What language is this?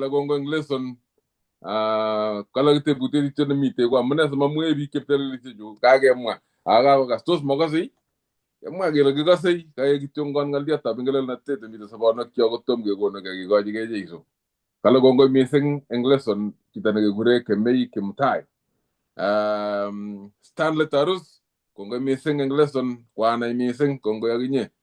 Kalenjin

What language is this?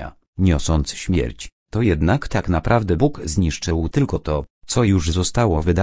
Polish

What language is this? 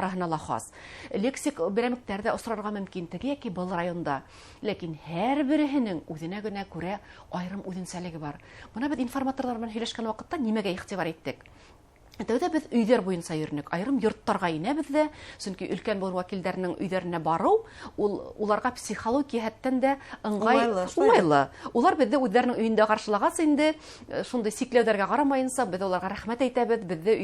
Bashkir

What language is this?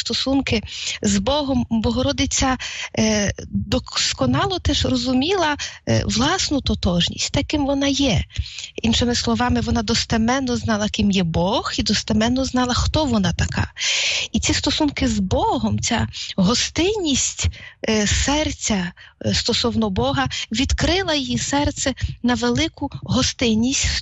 Ukrainian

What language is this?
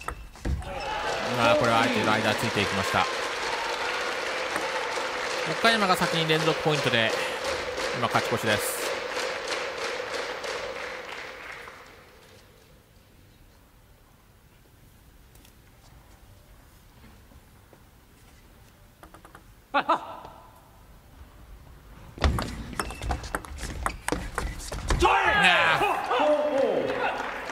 Japanese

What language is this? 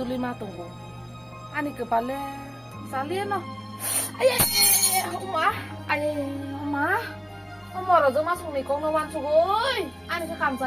Kok Borok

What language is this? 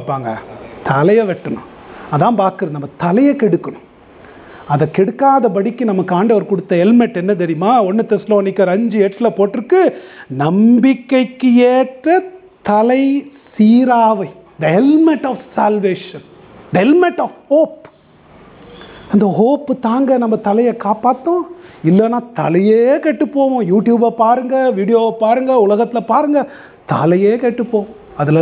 Tamil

